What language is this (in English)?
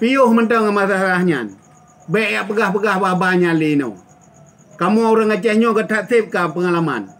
Achinese